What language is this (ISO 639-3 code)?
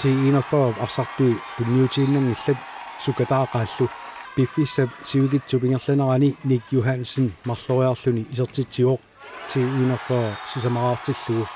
kal